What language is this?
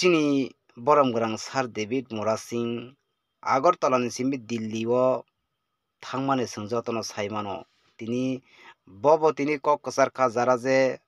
Kok Borok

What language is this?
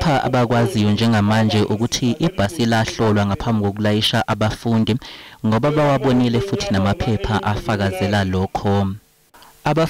Zulu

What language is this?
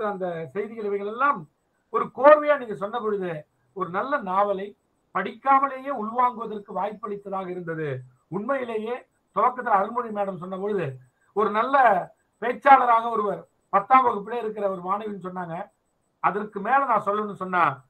Tamil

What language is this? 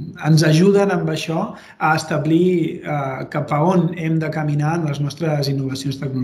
Catalan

